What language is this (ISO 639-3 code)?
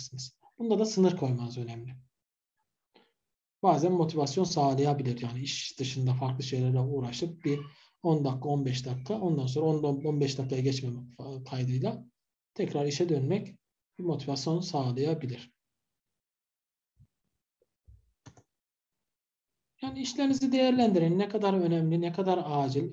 tur